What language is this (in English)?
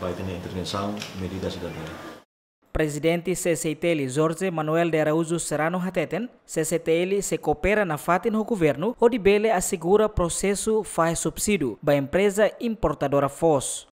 Tetum